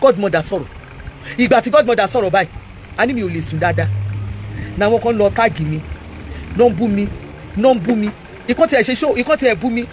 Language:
Yoruba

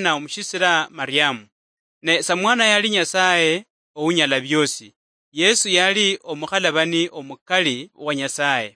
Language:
Luyia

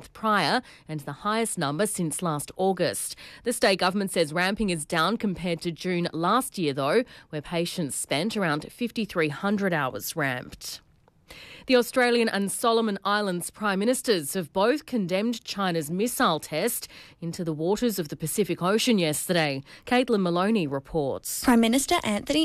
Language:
English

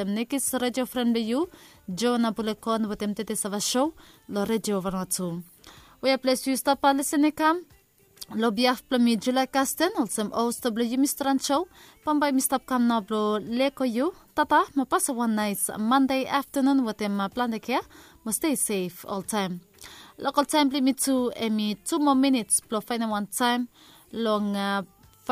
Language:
Bislama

